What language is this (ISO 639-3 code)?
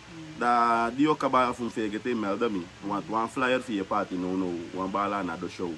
srn